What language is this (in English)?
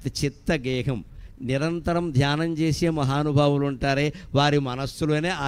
Telugu